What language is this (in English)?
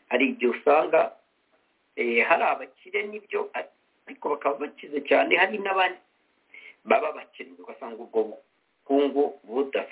Kinyarwanda